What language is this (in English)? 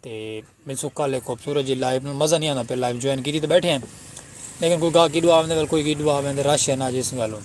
Saraiki